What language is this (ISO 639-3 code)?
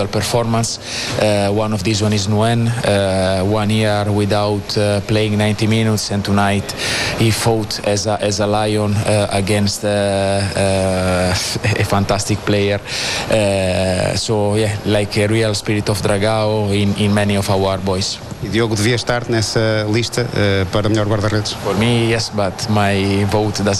por